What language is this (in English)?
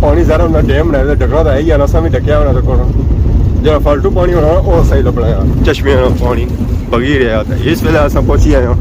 Pahari-Potwari